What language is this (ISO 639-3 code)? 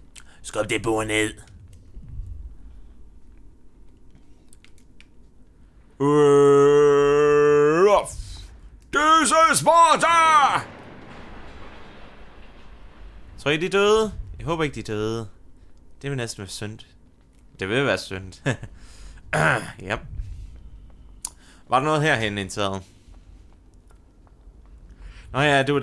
dan